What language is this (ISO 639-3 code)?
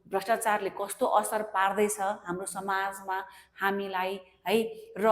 nep